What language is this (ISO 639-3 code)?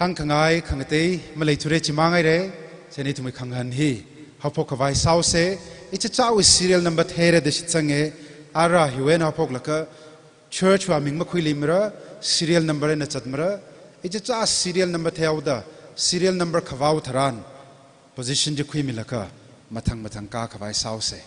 nmf